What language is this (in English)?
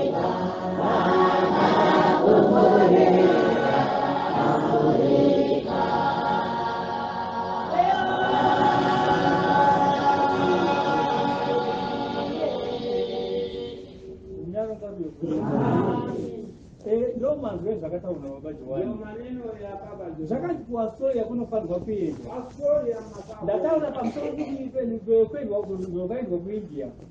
Shona